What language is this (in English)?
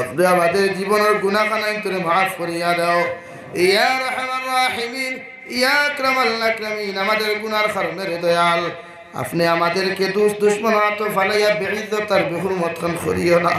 Sylheti